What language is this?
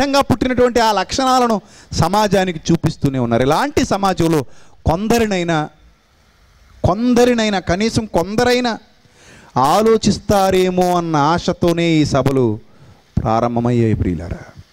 Telugu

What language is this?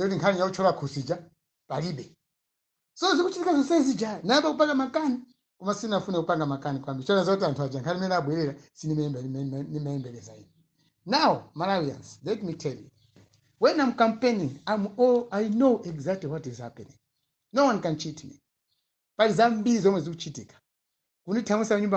Nyanja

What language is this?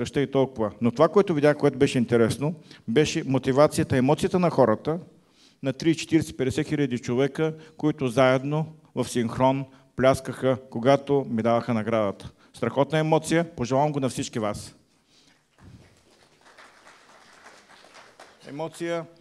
Bulgarian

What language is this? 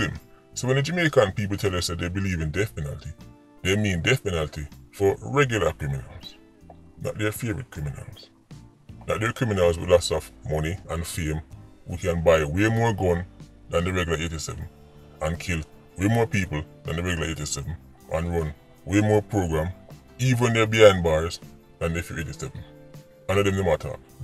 Jamaican Creole English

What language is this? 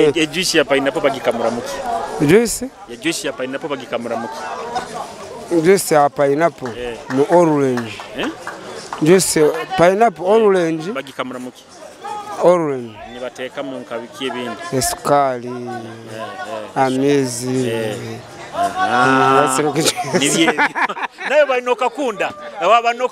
Nyoro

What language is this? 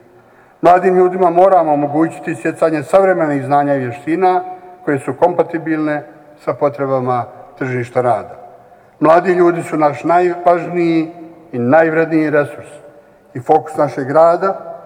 Bosnian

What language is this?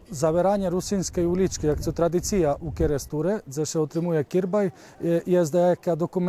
Rusyn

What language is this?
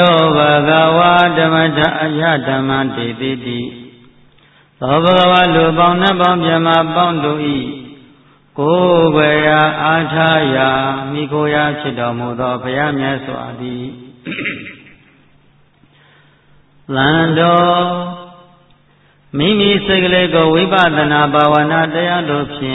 Burmese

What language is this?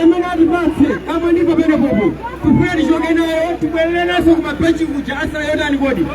Nyanja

